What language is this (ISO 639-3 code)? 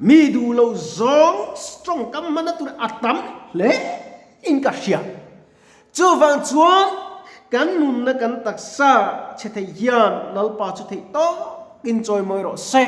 lus